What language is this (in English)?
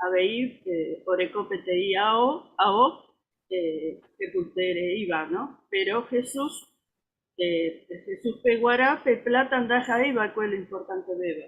Guarani